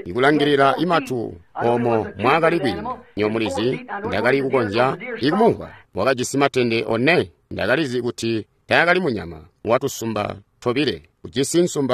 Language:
Tonga (Zambia)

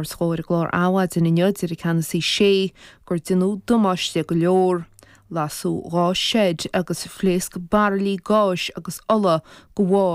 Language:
Irish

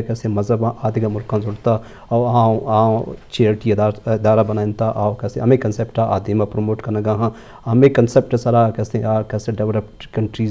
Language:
Eastern Balochi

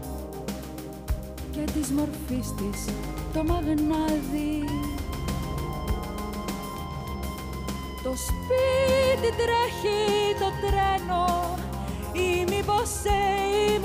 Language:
Greek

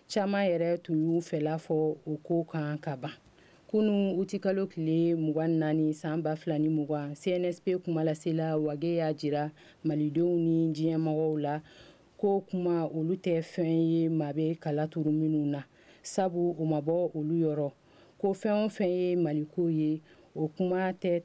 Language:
Bambara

